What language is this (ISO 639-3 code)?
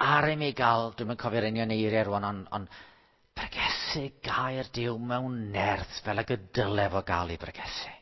cym